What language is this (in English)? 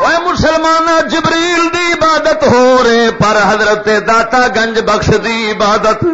Western Panjabi